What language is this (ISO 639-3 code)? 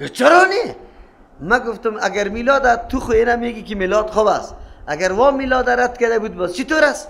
fas